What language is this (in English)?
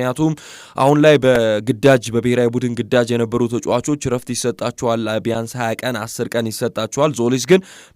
Amharic